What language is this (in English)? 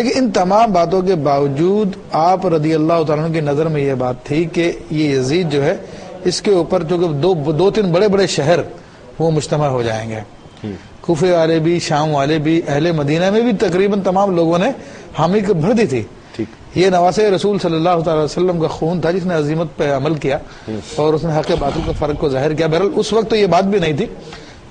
Urdu